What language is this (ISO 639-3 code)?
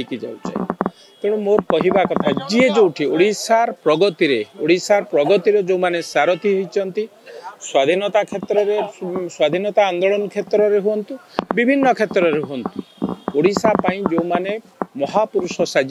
ori